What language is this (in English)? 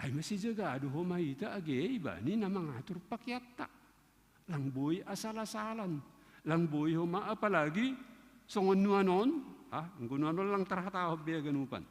Batak Simalungun